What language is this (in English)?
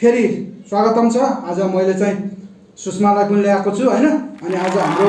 Nepali